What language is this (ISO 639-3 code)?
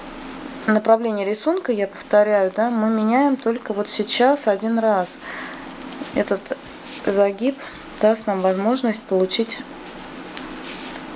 rus